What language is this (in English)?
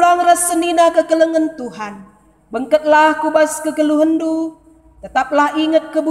Batak Karo